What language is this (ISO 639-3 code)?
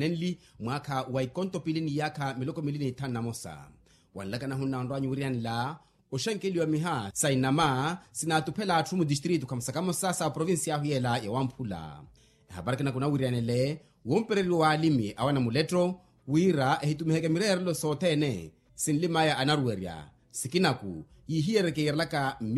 vmw